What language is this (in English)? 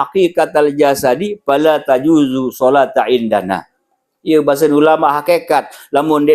Sasak